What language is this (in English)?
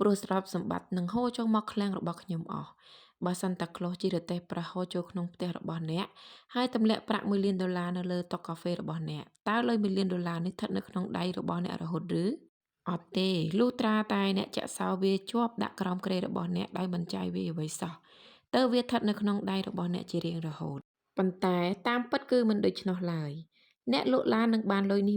Khmer